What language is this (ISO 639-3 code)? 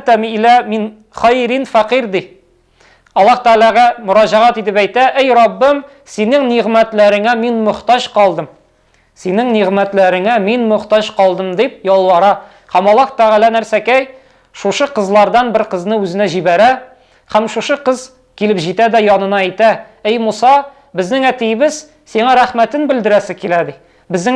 tat